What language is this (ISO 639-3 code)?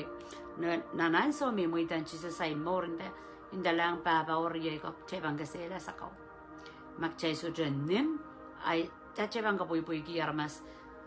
pon